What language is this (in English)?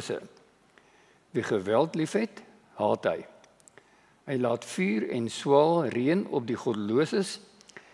Afrikaans